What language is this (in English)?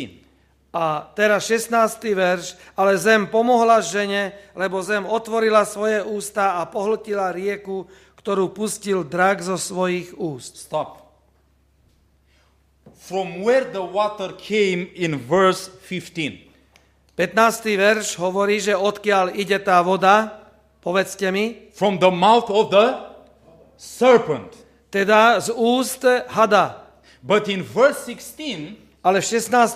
Slovak